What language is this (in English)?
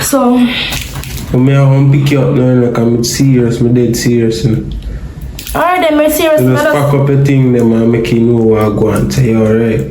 Jamaican Creole English